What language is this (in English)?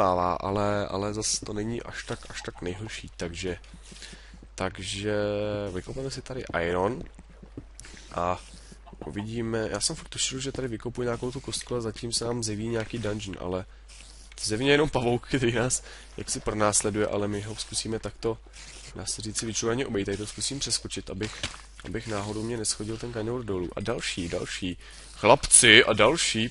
Czech